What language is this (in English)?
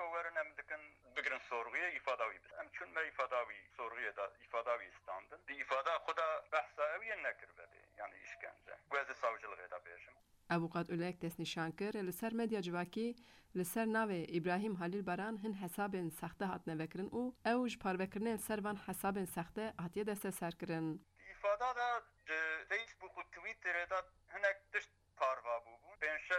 Kurdish